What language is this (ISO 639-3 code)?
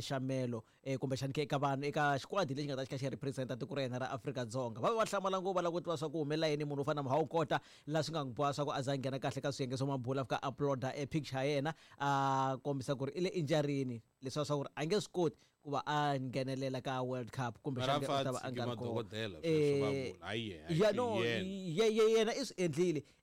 tso